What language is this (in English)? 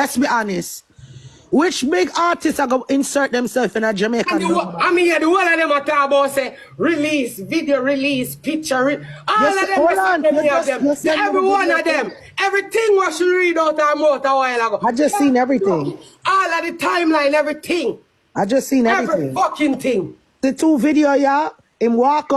Jamaican Creole English